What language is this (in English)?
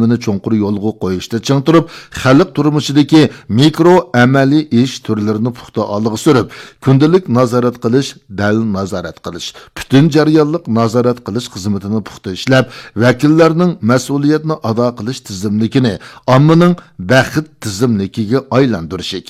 Uyghur